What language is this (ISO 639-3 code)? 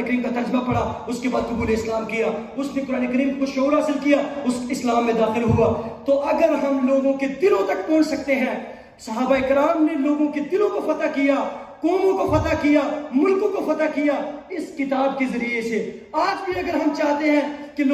urd